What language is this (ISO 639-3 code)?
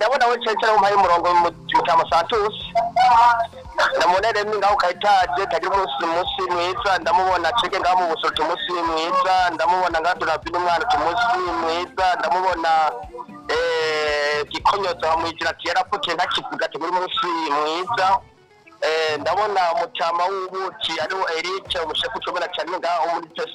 run